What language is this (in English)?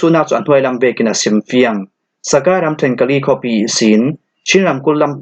Falam Chin